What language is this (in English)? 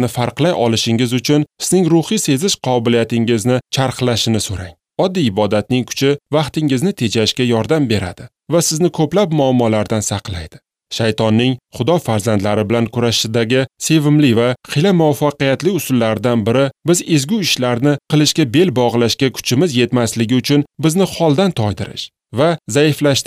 Uzbek